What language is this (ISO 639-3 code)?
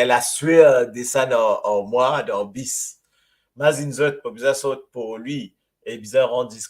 mfe